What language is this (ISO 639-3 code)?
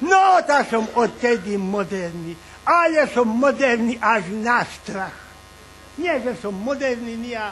rue